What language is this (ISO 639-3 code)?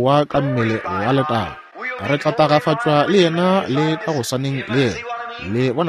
nso